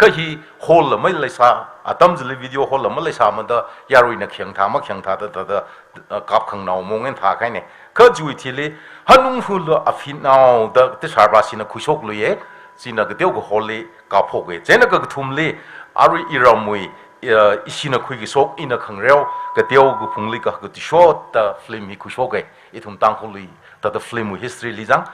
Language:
Tangkhul Naga (India)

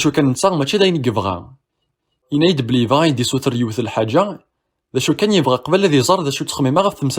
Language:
Kabyle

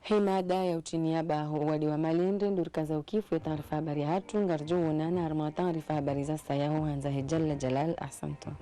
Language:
Ngazidja Comorian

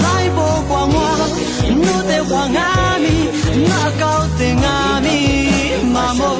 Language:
Lisu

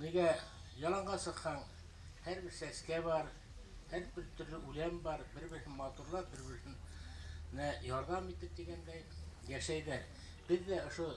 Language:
Bashkir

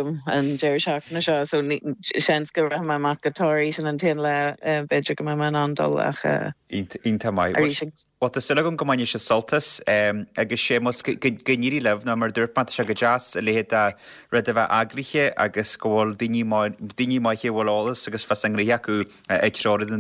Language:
Irish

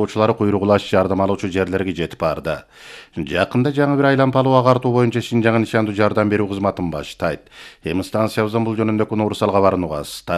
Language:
Kyrgyz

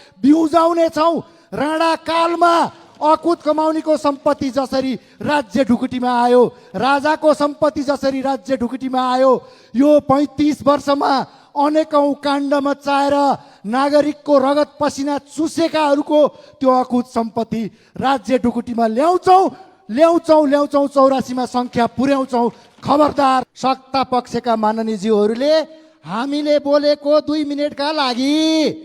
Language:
Nepali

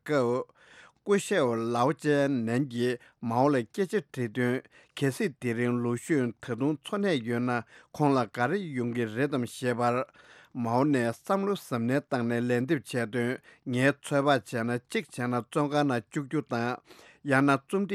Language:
Tibetan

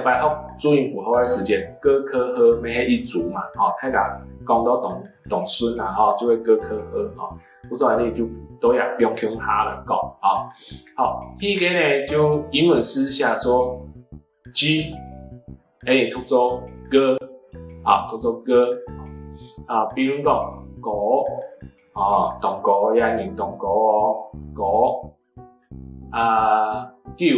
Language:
Hakka Chinese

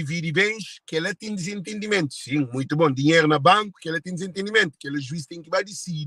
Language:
Kabuverdianu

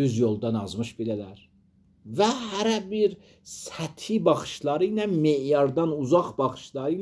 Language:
Azerbaijani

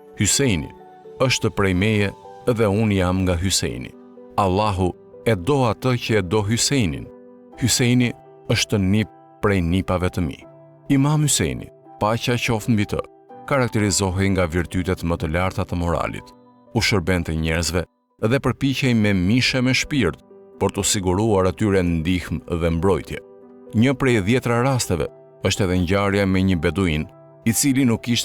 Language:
Albanian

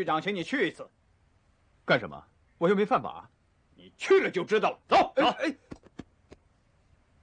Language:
Chinese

